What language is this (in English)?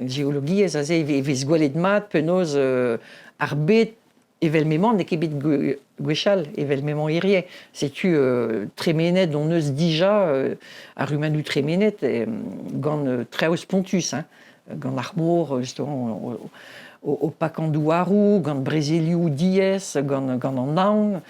Breton